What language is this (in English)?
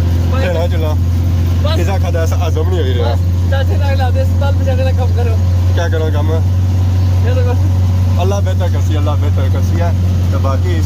Pahari-Potwari